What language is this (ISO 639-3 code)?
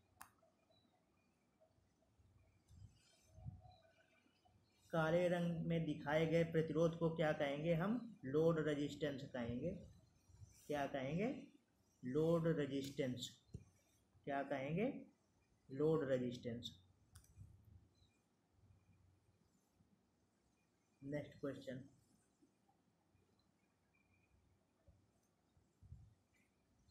hin